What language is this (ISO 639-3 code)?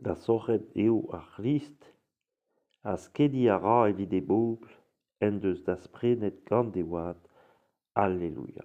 bre